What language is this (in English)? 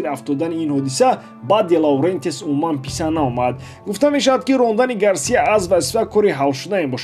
Tajik